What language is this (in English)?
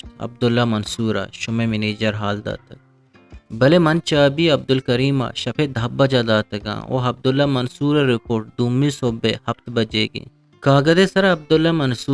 Eastern Balochi